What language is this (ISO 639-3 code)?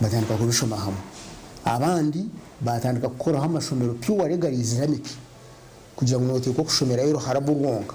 nyn